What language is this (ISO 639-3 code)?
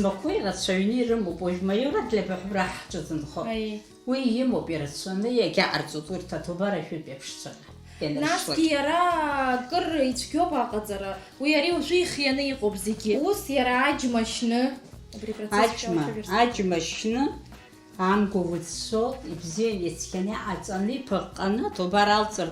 abk